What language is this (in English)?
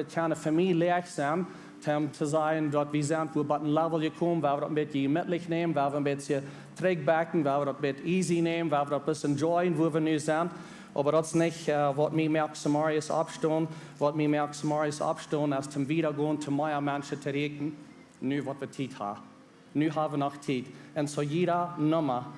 Plautdietsch